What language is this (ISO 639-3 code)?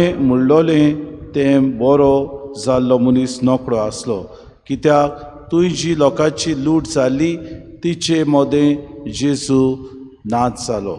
kok